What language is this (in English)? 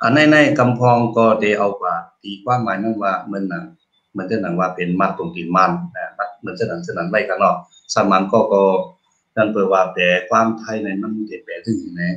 Shan